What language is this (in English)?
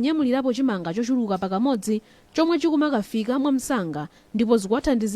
Nyanja